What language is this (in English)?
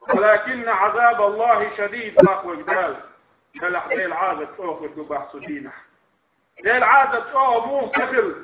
Chechen